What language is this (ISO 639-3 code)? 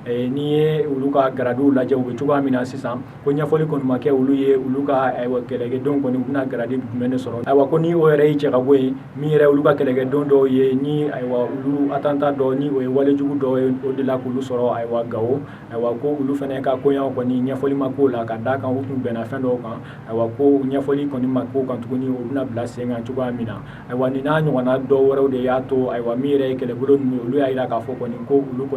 bam